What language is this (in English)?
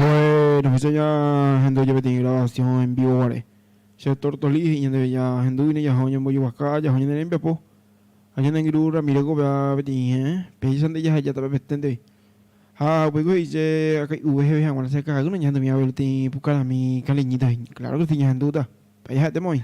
Guarani